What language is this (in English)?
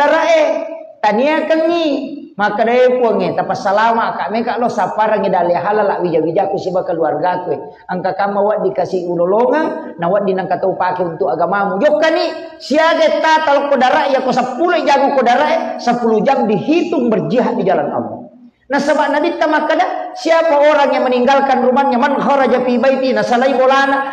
Buginese